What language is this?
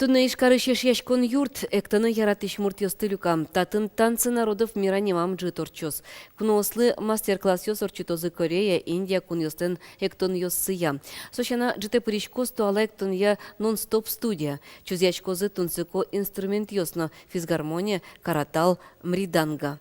Udmurt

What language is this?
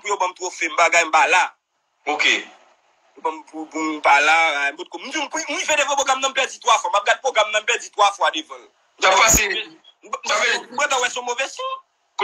Haitian Creole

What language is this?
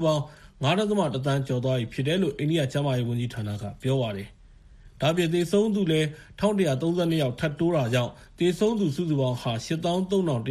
Burmese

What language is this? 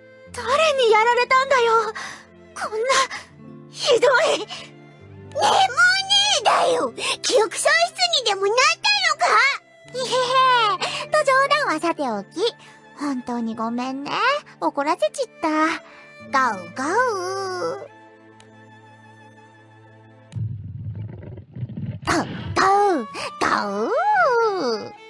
Japanese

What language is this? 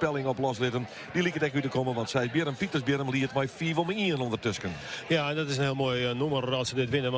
Western Frisian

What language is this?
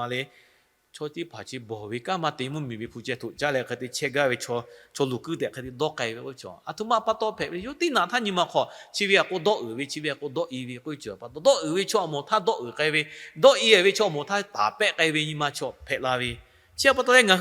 Lahu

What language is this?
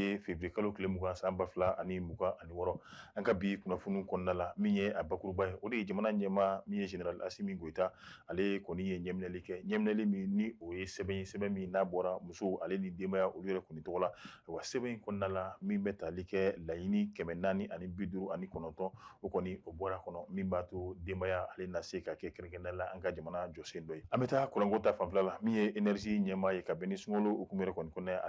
Bambara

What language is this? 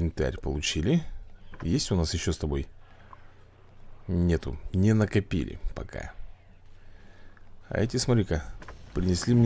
Russian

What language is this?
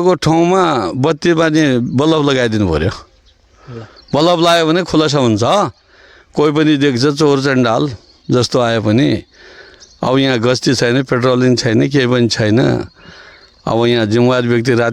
Nepali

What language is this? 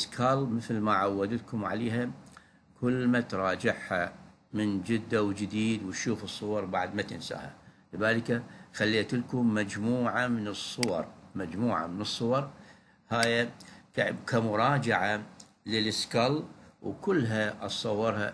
Mesopotamian Arabic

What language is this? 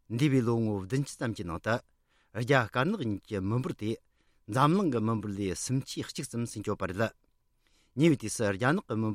Tibetan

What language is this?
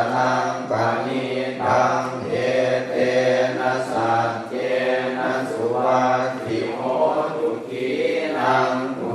Pali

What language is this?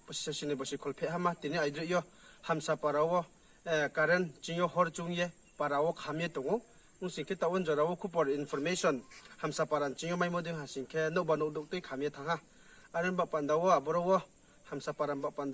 Riang (India)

